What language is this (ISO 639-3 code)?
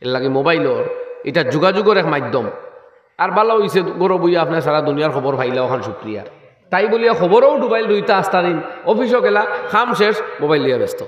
syl